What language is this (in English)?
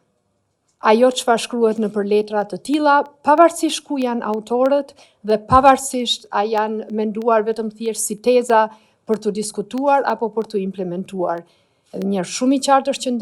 Albanian